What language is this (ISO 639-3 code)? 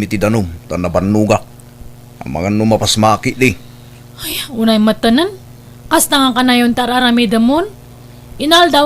ilo